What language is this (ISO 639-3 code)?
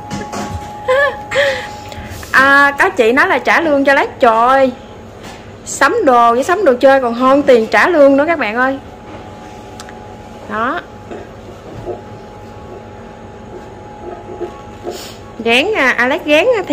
vie